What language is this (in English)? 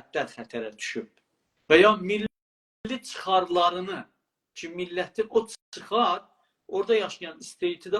South Azerbaijani